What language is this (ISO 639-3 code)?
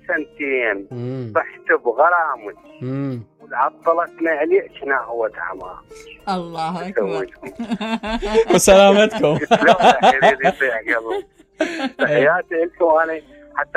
acm